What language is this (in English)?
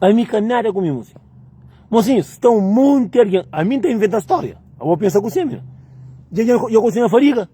Kabuverdianu